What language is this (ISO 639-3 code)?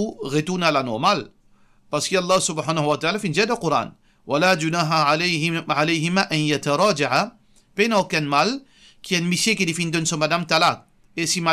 mfe